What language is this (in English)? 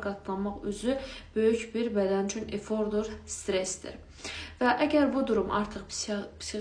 Azerbaijani